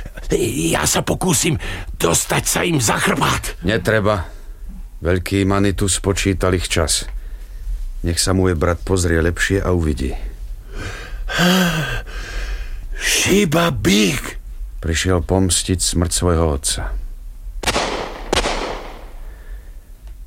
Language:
Slovak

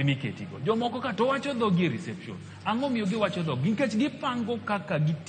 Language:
Luo (Kenya and Tanzania)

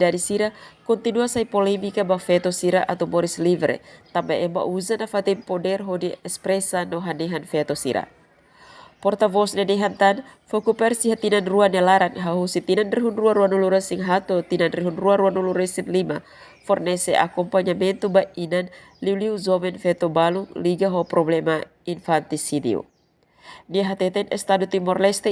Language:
Tetum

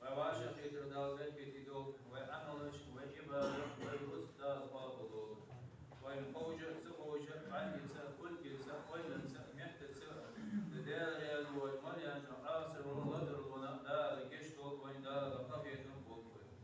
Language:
Ingush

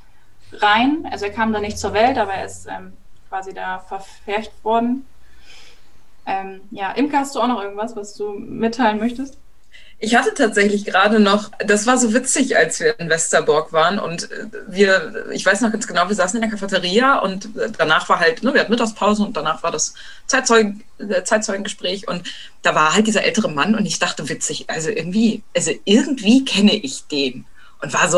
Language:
German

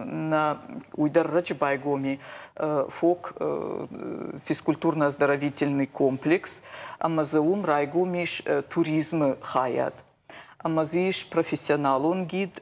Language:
Ossetic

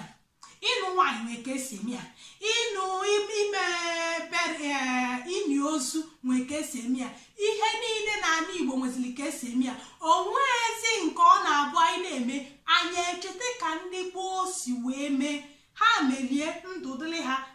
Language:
Igbo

